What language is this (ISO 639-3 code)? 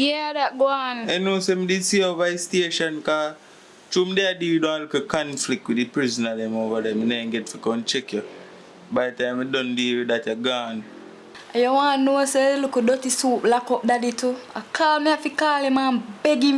jam